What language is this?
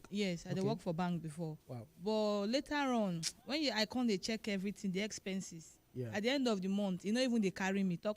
Nigerian Pidgin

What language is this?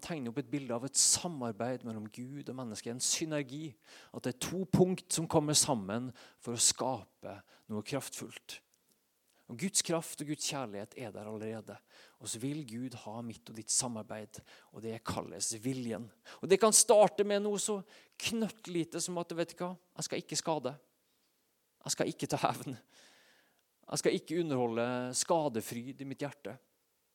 Norwegian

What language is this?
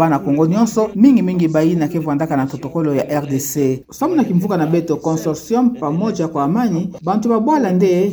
Kituba (Democratic Republic of Congo)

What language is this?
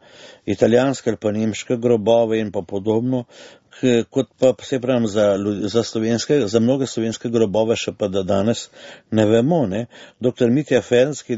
Slovenian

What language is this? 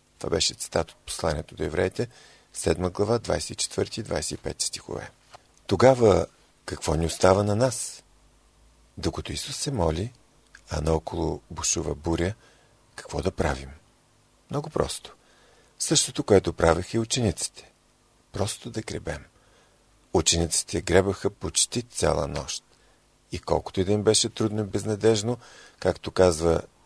Bulgarian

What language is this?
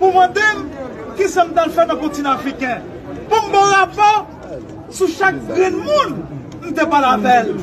Haitian Creole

